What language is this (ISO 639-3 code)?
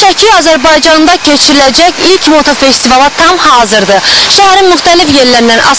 aze